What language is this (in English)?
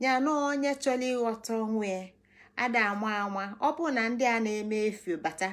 Igbo